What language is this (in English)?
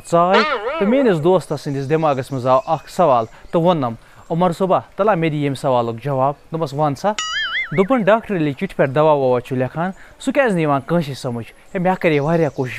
Kashmiri